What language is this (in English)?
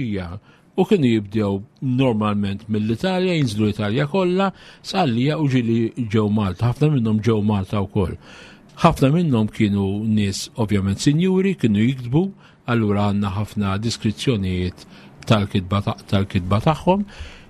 Maltese